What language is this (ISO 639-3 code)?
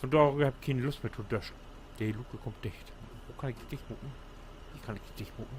nds